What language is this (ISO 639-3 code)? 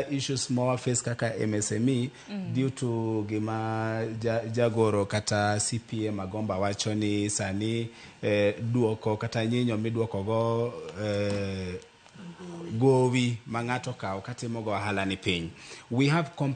luo